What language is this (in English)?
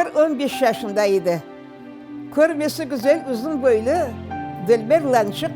Crimean Tatar